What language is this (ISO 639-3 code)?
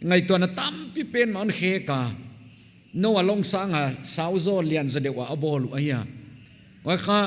pck